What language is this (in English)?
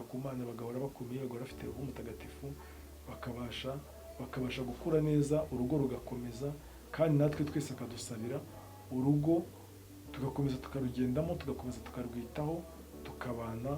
Kinyarwanda